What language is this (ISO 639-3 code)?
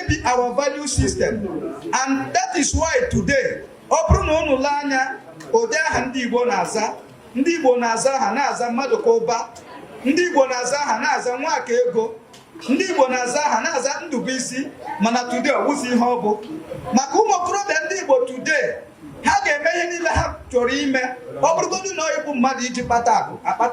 ibo